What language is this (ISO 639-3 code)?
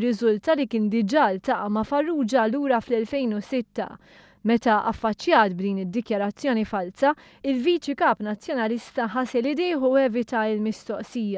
mlt